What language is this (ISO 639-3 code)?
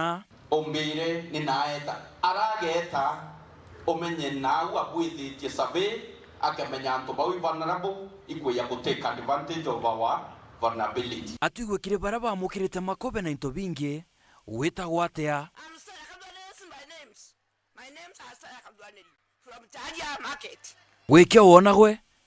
mer